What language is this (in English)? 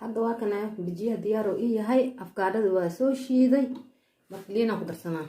Somali